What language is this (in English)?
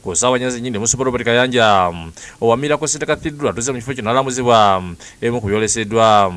Ganda